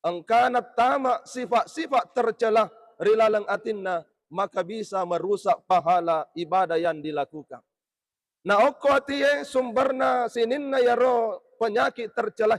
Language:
Buginese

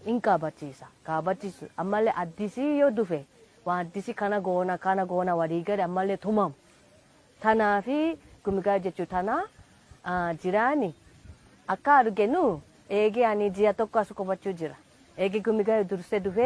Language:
Oromo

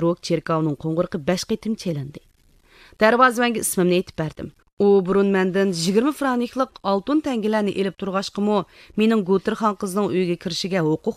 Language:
Uyghur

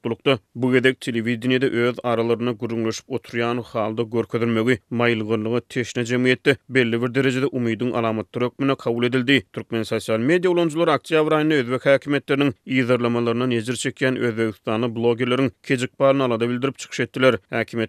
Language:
Turkmen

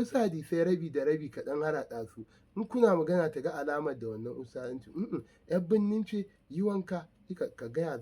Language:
Hausa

